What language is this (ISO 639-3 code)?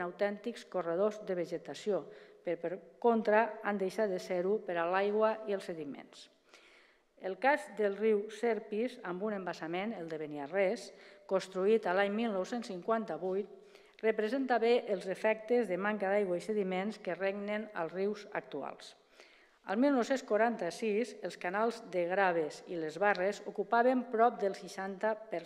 cat